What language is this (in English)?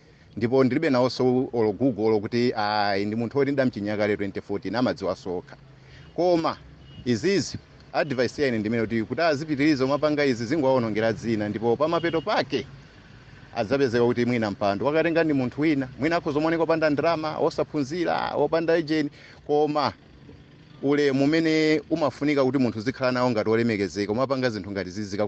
Nyanja